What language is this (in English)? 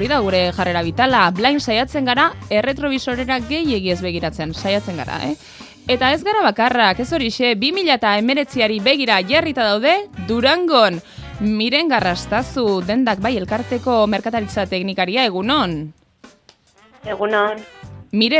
Basque